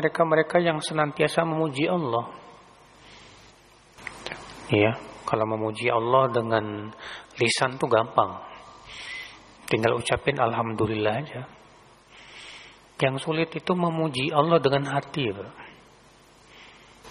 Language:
Indonesian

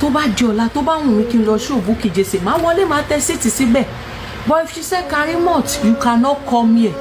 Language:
Yoruba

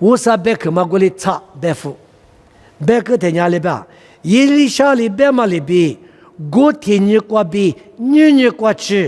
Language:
Lisu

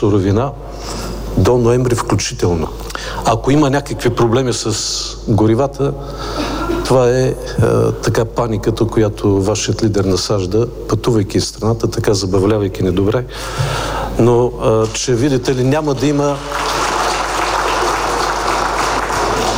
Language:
Bulgarian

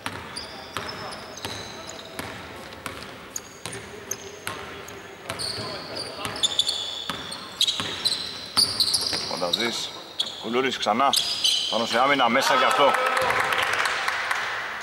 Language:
Greek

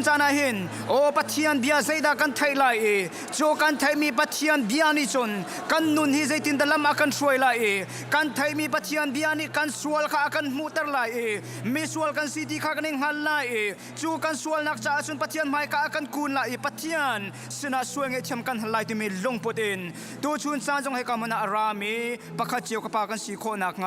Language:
Hakha Chin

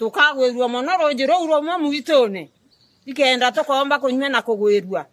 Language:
Meru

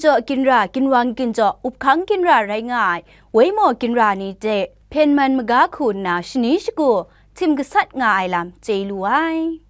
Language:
Kachin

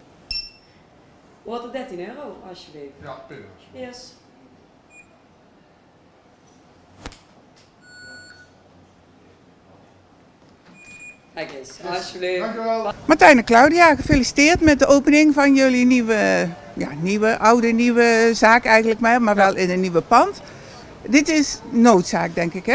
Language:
Dutch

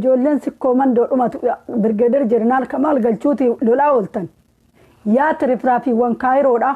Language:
Oromo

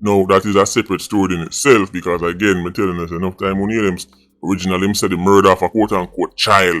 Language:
Jamaican Creole English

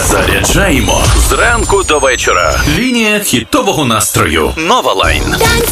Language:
Ukrainian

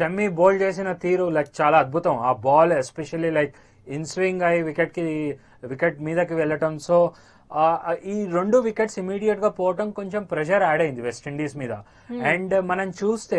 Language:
Telugu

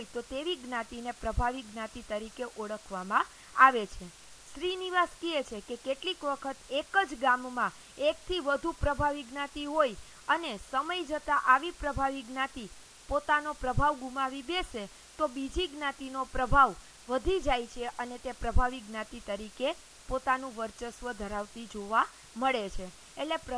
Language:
Gujarati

